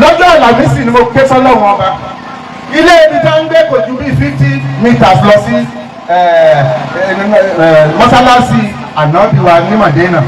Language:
Yoruba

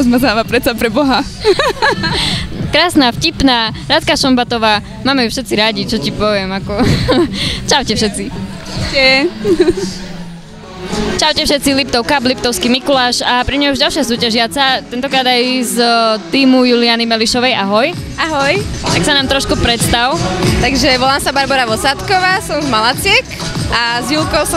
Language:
Slovak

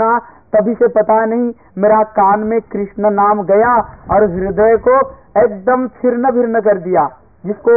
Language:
Hindi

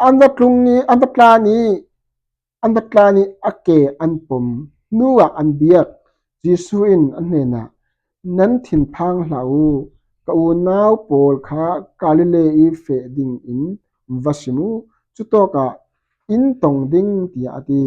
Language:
Falam Chin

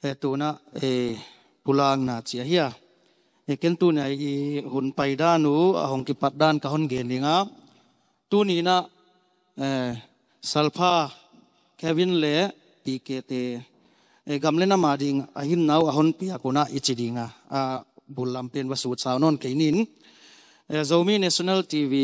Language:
Tedim Chin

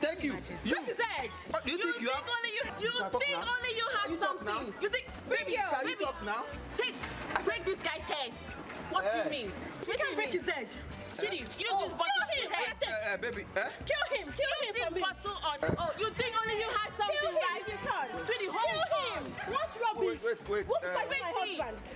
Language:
Nigerian Pidgin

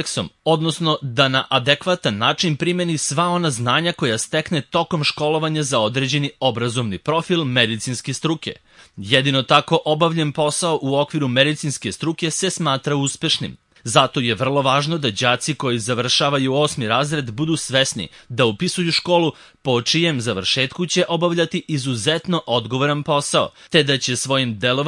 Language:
Serbian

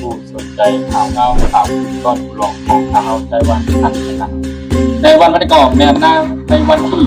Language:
Shan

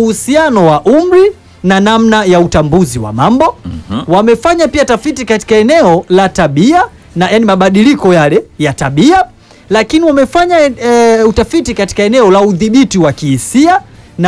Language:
Swahili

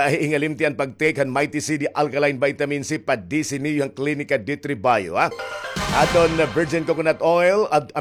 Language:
Waray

